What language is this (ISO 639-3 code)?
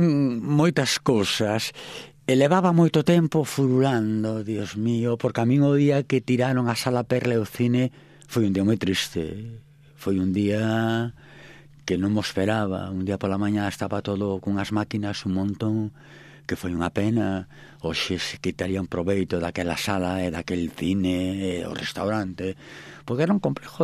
glg